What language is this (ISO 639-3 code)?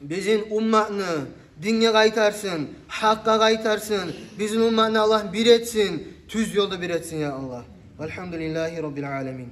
kum